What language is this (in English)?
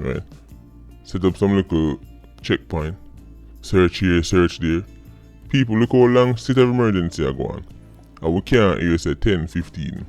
Jamaican Creole English